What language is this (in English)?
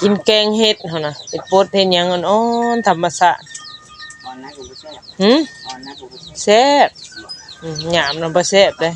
Northeastern Thai